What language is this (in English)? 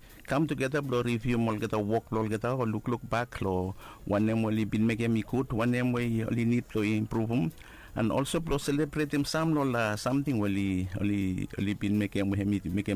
Bislama